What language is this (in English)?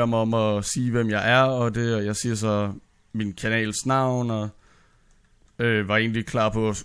Danish